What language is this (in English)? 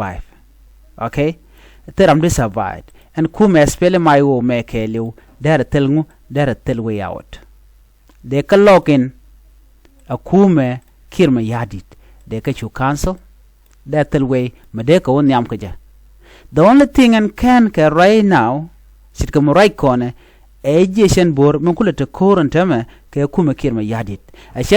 Nuer